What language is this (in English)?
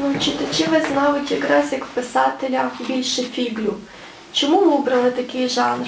Rusyn